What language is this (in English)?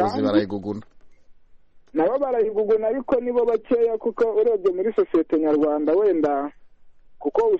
Kinyarwanda